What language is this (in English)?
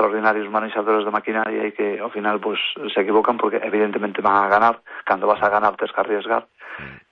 Galician